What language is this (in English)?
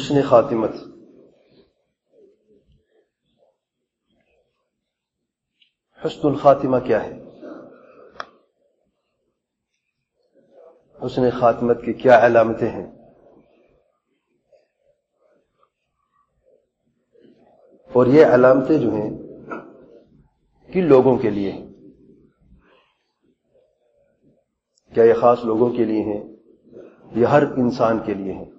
Urdu